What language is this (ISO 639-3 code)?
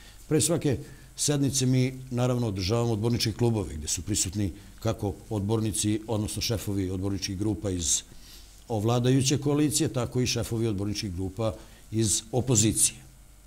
srp